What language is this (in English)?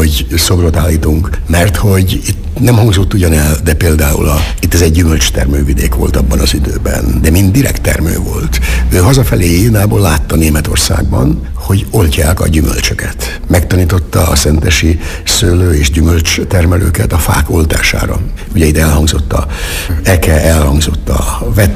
Hungarian